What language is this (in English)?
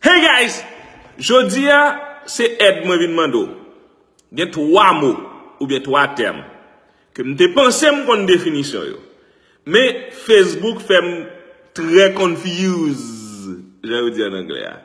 Haitian Creole